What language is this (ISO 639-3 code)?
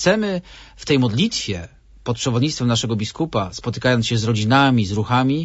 pol